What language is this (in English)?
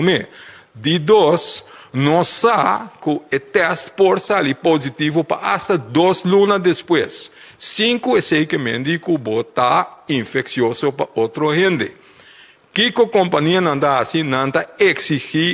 Papiamento